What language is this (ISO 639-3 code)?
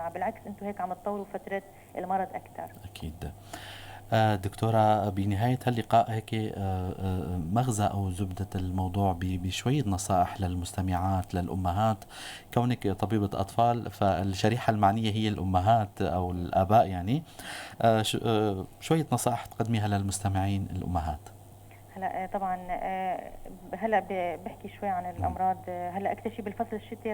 apc